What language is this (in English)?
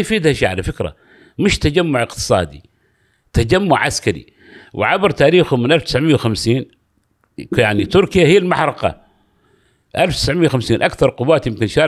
Gulf Arabic